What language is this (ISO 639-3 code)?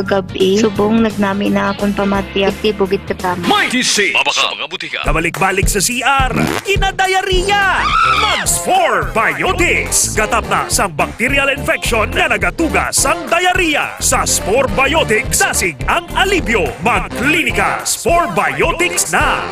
hil